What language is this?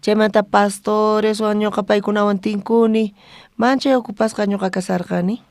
South Bolivian Quechua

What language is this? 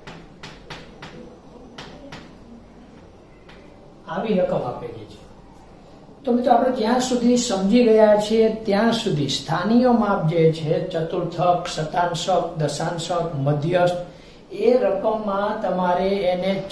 Gujarati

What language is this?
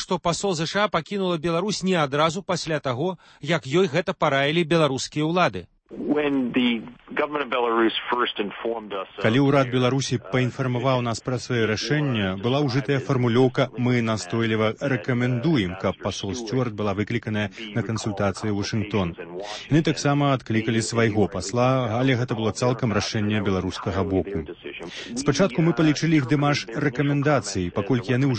Belarusian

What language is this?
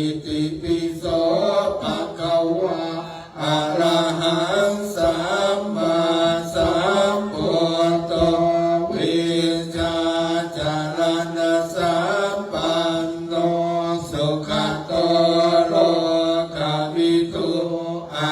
Pali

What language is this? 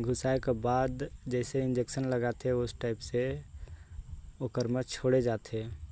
Chhattisgarhi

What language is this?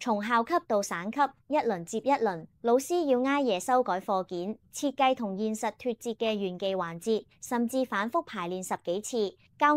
Cantonese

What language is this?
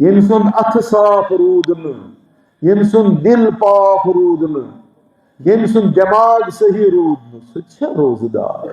Kashmiri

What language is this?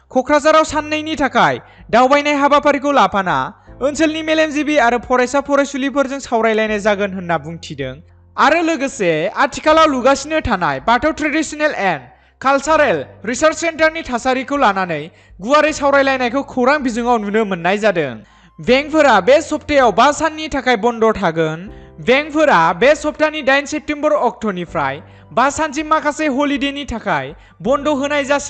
Bodo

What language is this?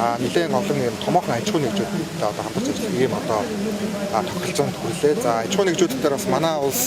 Mongolian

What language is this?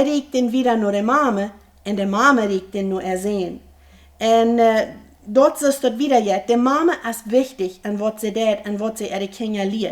Plautdietsch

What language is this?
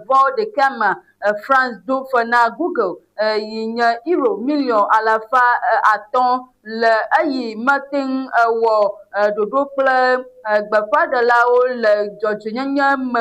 Ewe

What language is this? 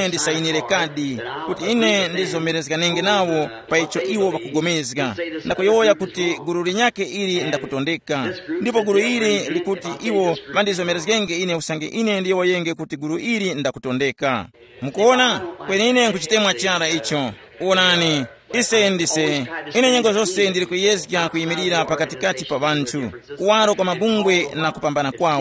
Tumbuka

